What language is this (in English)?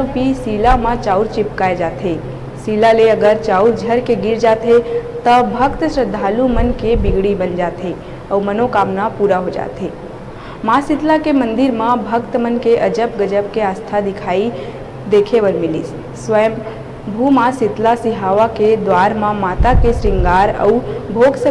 Chhattisgarhi